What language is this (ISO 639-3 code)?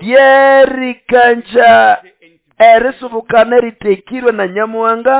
nnb